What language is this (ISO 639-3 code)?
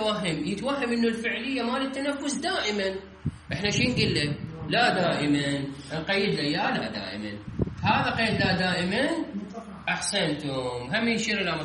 acm